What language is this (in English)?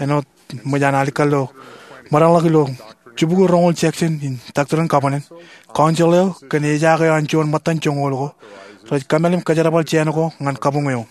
Marshallese